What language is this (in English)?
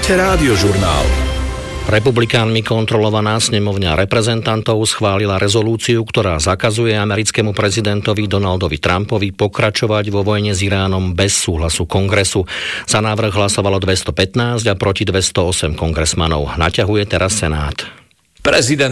Slovak